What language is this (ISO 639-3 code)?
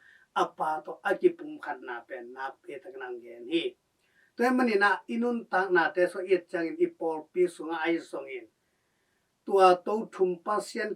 ctd